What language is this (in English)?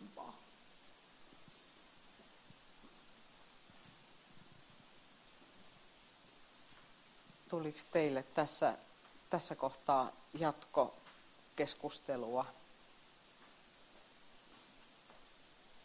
Finnish